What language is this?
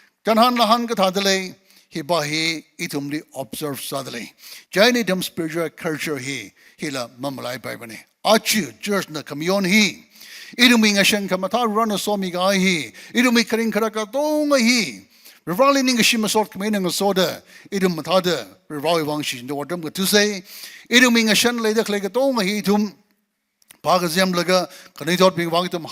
Tangkhul Naga (India)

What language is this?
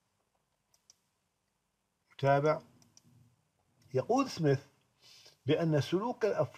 Arabic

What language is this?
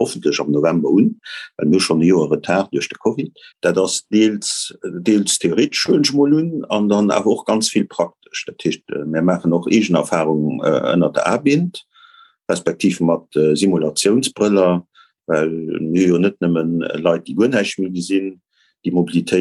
Luxembourgish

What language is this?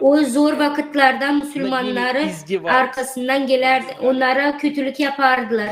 Gagauz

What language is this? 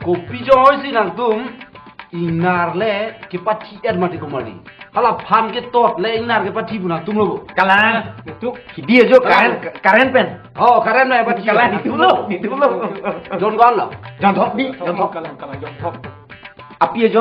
Karbi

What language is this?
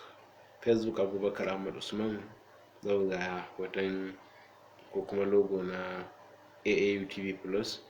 Hausa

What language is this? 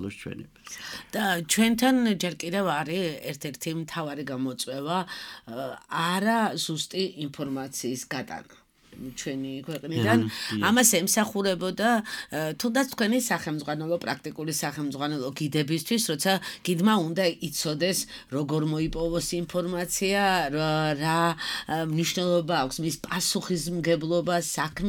Georgian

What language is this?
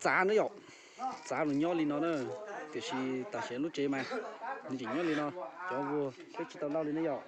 Hmong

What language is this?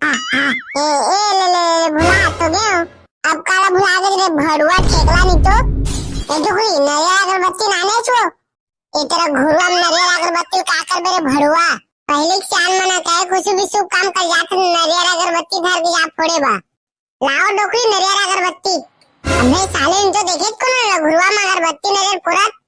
Chhattisgarhi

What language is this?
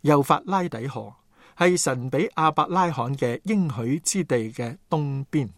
Cantonese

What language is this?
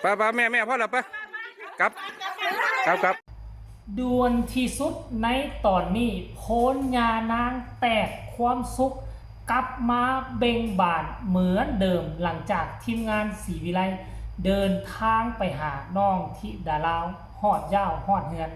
Northeastern Thai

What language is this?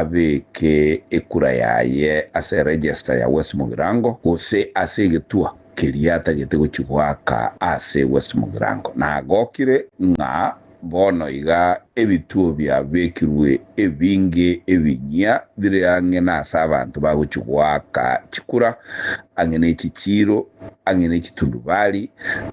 Gusii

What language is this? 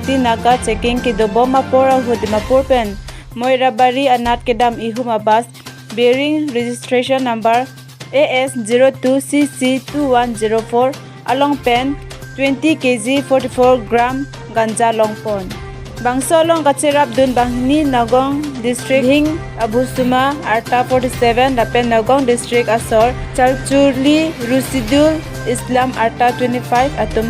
Karbi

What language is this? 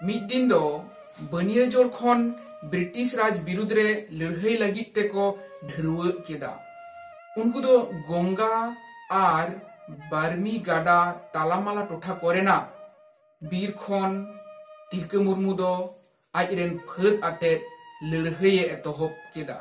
Santali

